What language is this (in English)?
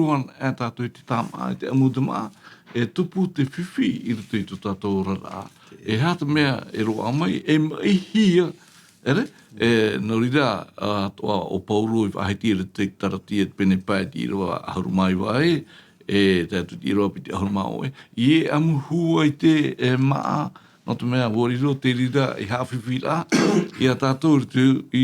Tahitian